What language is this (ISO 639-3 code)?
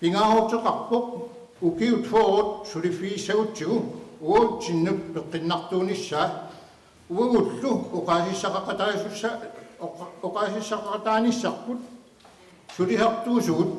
kal